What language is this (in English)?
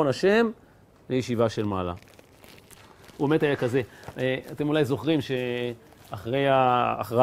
Hebrew